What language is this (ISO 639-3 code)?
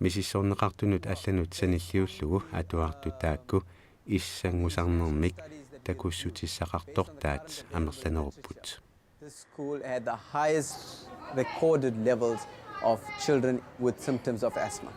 kal